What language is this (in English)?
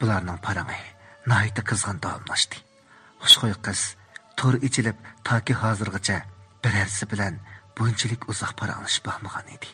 Uyghur